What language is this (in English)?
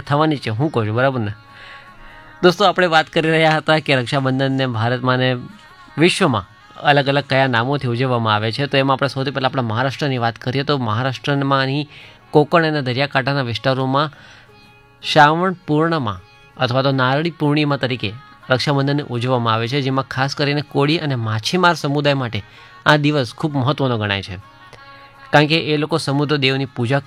Gujarati